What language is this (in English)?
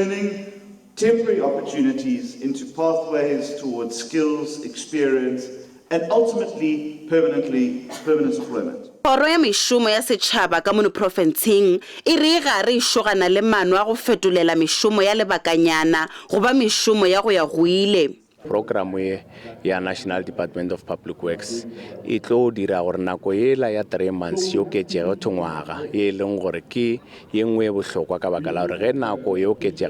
Northern Sotho